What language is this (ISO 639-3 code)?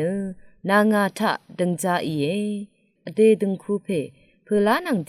raw